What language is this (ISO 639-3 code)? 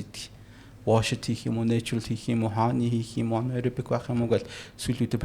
mon